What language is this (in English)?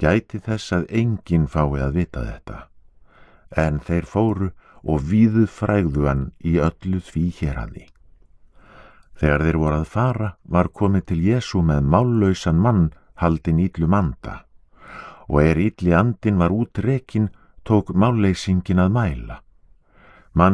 Icelandic